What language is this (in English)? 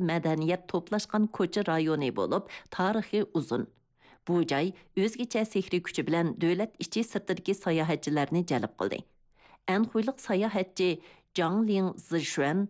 Uyghur